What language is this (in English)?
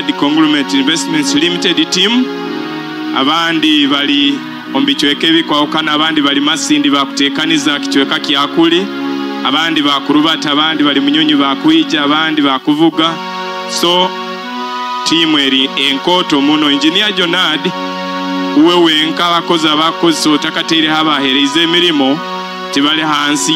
Nyoro